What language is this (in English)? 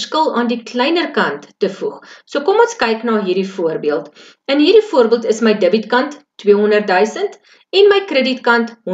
Afrikaans